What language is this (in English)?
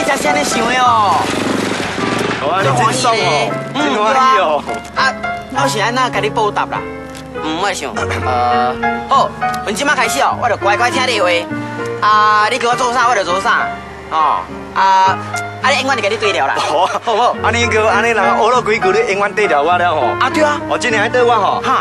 Min Nan Chinese